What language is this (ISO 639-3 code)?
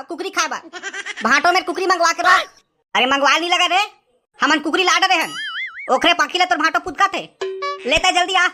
hne